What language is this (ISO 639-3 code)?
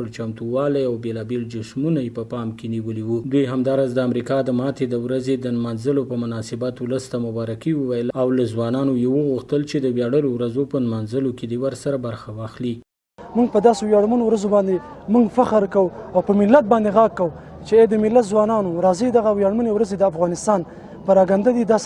pus